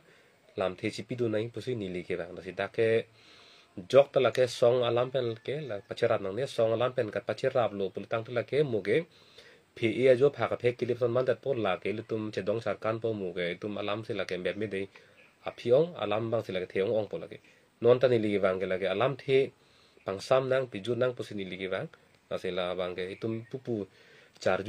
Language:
Karbi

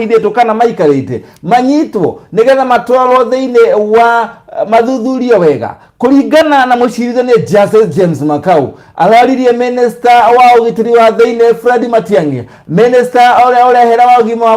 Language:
Kikuyu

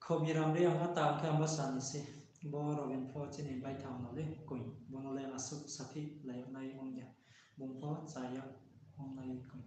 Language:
Riang (India)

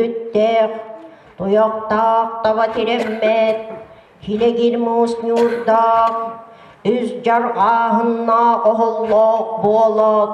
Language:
Yakut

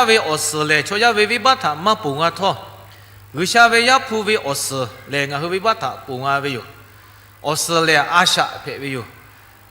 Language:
Lahu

